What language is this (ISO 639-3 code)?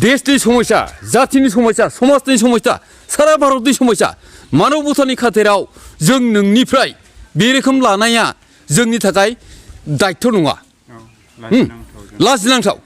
brx